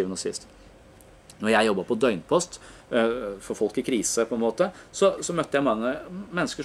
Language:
Norwegian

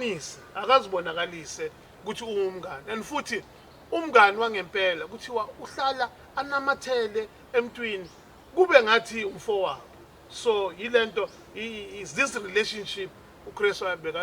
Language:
Zulu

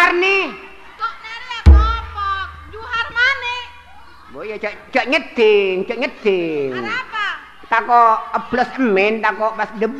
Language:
Madurese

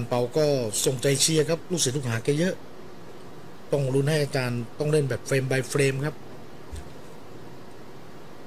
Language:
Thai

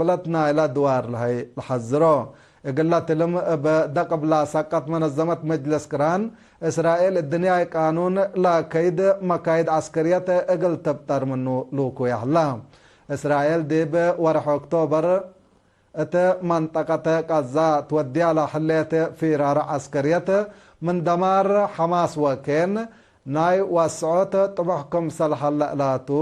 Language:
Tigre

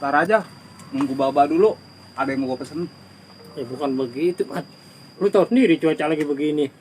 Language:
Betawi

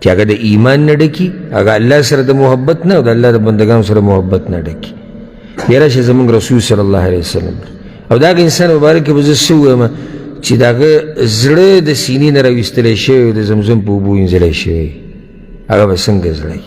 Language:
Pashto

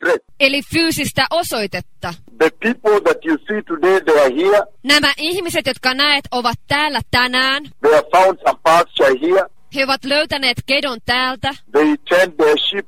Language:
Finnish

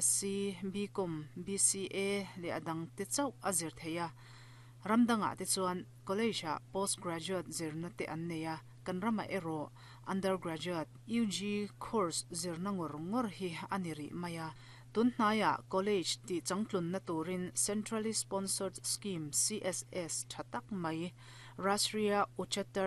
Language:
Mizo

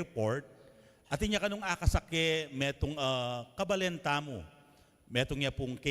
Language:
Pampanga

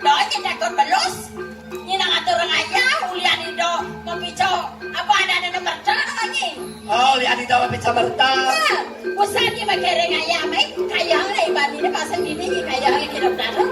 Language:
Balinese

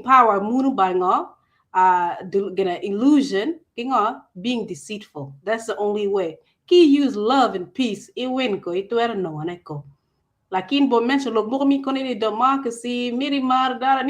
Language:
Acoli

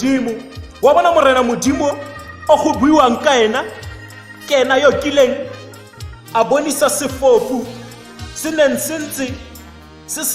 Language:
Tswana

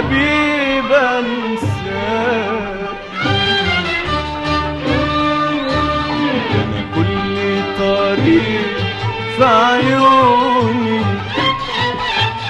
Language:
Egyptian Arabic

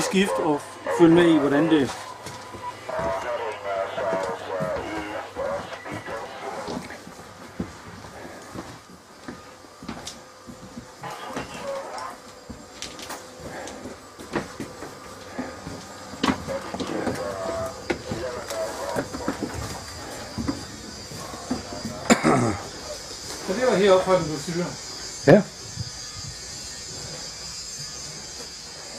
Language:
Danish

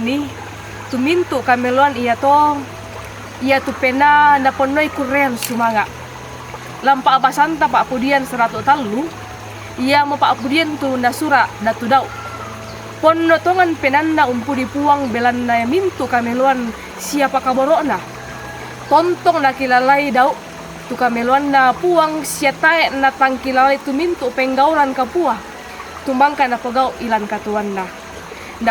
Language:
Toraja-Sa'dan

